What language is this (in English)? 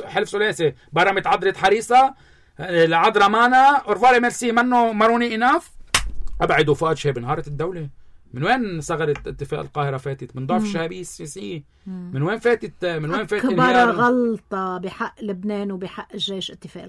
North Levantine Arabic